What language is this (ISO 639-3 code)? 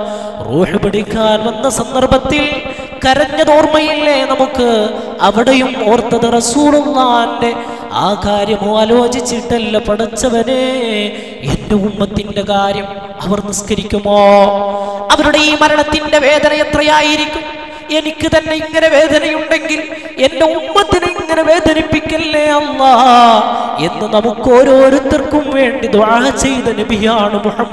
mal